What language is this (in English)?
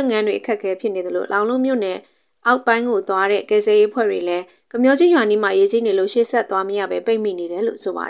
Burmese